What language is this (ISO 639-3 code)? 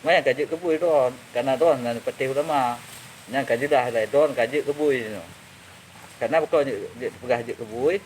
ace